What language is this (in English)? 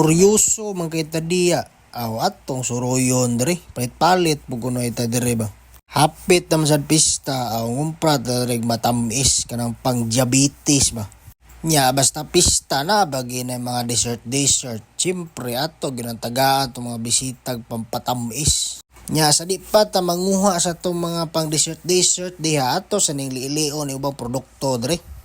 Cebuano